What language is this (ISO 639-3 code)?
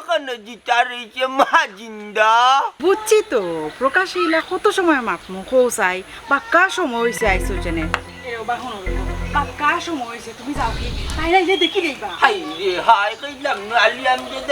syl